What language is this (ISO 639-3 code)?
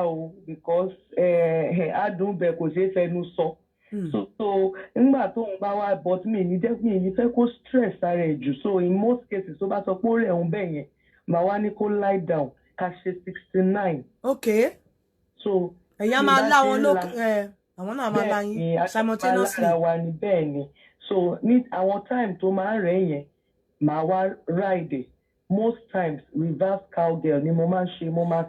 yor